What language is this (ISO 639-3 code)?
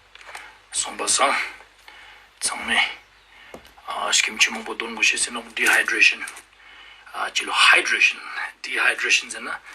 lbj